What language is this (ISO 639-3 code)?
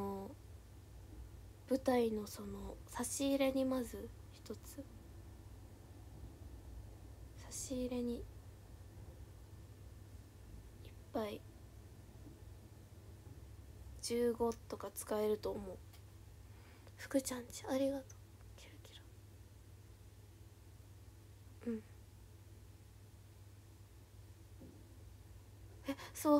jpn